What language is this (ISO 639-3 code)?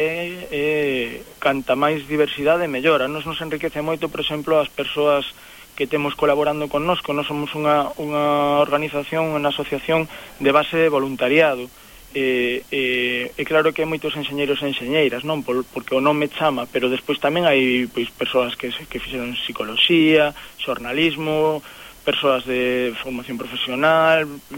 glg